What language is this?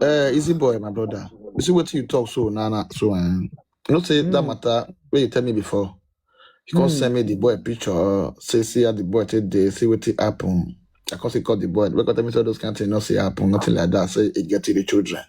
Nigerian Pidgin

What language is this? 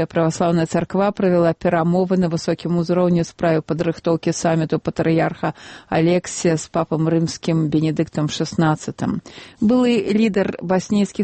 Belarusian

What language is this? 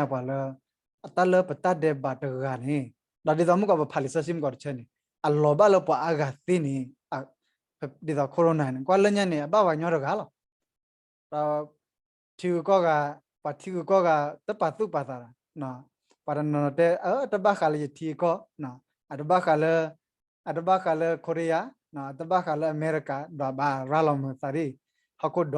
S'gaw Karen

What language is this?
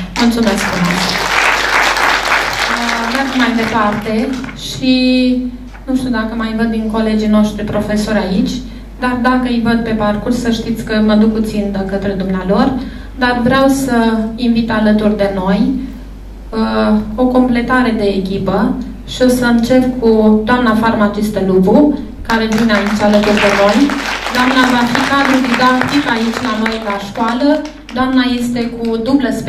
Romanian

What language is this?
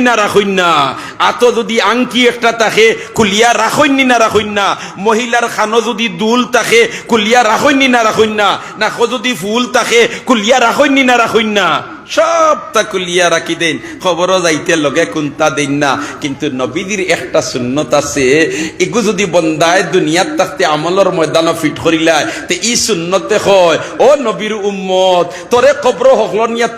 Sylheti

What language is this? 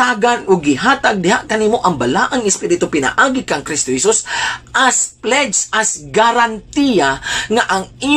Cebuano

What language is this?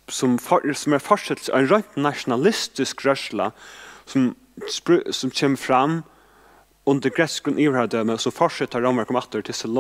Faroese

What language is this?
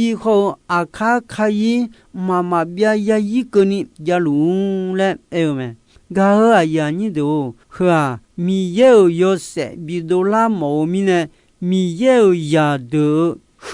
Akha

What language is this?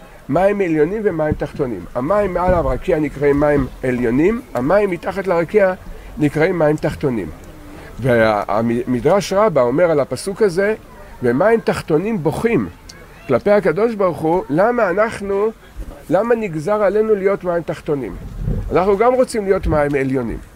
Hebrew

